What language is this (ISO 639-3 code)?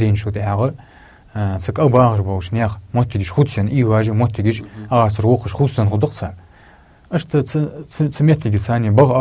inh